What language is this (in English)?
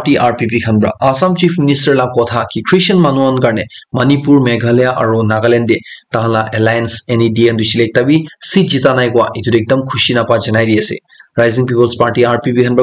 Naga Pidgin